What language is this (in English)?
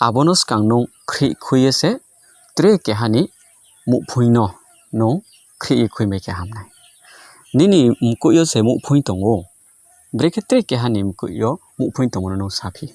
Riang (India)